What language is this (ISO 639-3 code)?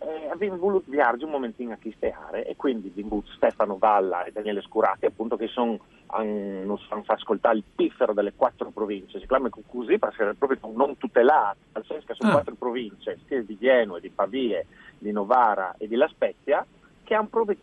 fur